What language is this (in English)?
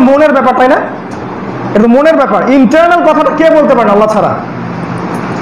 Bangla